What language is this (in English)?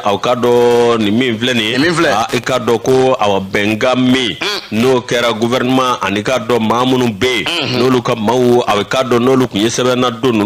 Bambara